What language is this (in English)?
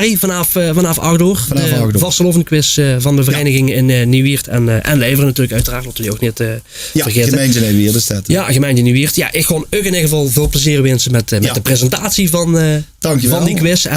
Limburgish